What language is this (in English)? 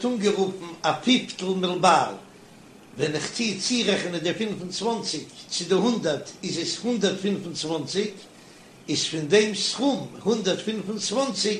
Yiddish